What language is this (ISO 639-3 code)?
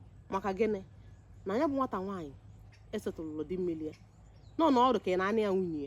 ibo